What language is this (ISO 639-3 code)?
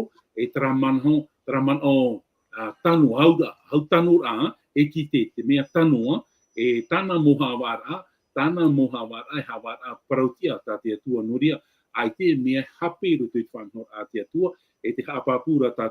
tah